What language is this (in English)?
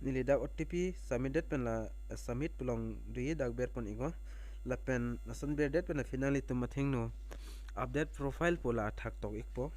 Karbi